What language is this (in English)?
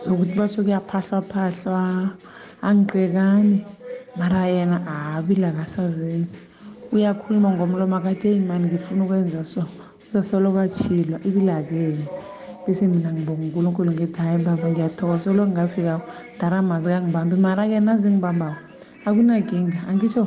South Ndebele